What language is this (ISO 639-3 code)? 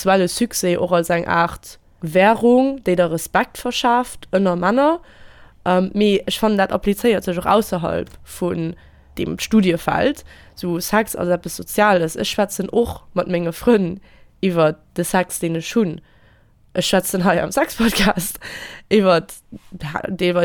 ltz